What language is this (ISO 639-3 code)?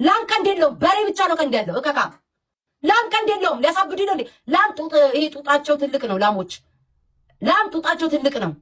amh